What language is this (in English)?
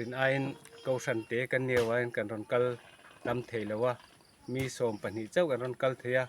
Mizo